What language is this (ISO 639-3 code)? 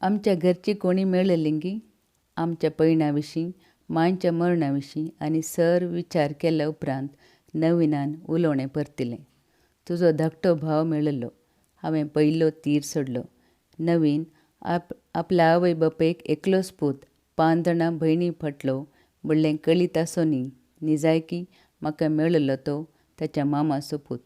kok